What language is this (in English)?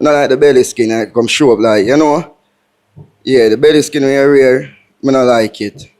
Jamaican Creole English